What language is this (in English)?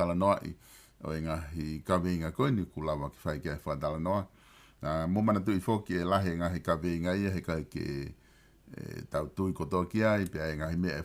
Tongan